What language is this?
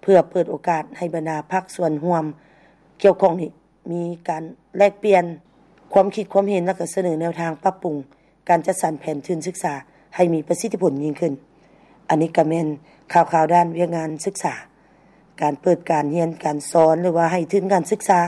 Lao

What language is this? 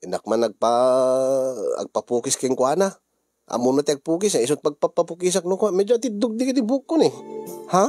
Iloko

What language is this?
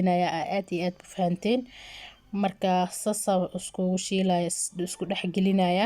Somali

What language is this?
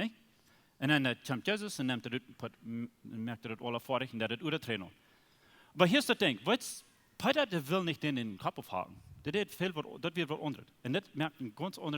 Plautdietsch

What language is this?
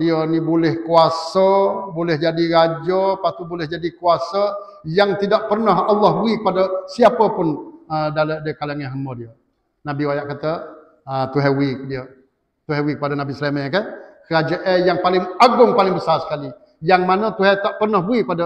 Malay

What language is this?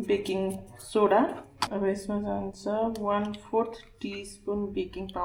Nepali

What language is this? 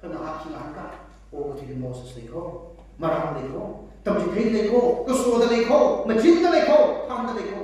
Tangkhul Naga (India)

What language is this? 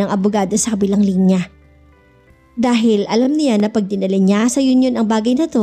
Filipino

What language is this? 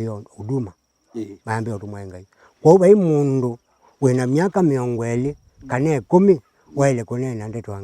Kamba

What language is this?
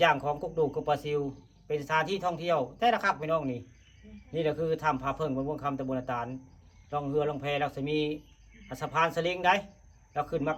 Northeastern Thai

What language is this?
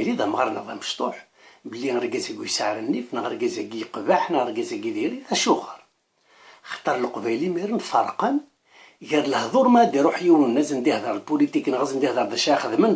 Kabyle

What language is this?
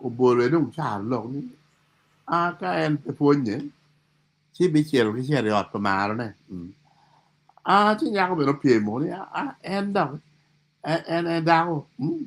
Acoli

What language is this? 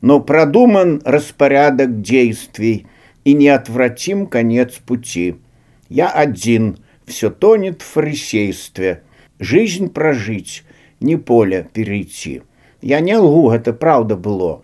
Belarusian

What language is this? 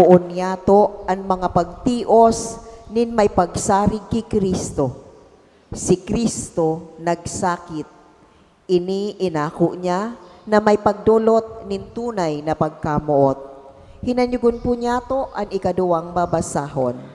Bikol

